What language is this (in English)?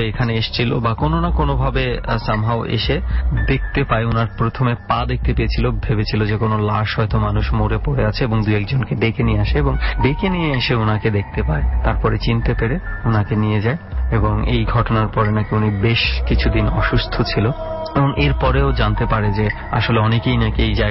Bangla